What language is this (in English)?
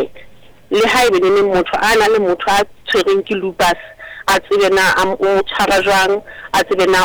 Southern Sotho